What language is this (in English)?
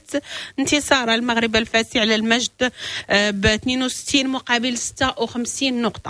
Moroccan Arabic